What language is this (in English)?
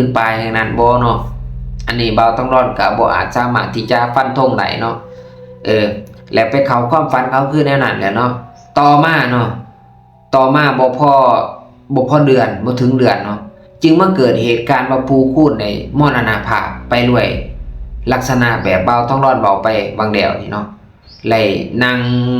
Lao